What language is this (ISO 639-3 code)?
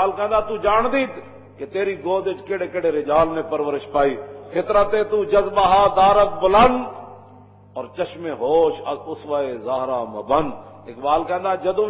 lah